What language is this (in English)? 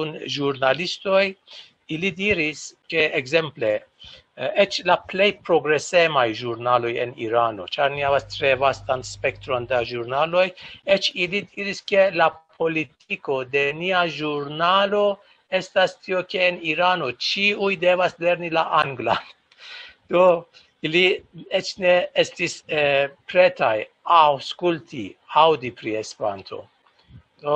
Esperanto